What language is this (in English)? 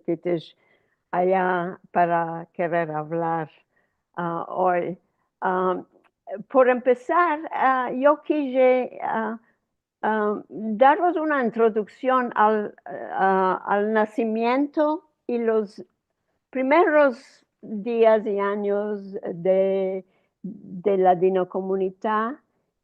Ladino